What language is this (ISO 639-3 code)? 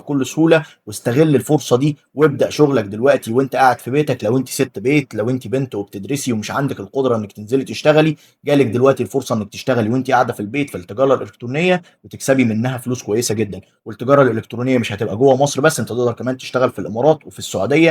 arz